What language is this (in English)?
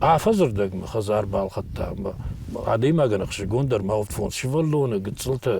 Ossetic